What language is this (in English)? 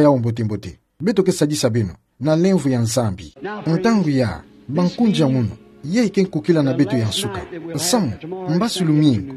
Kituba (Democratic Republic of Congo)